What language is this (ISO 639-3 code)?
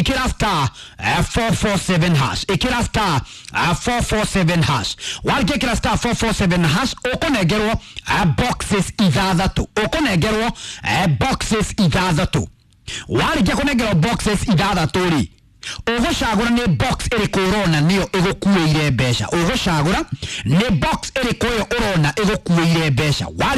kik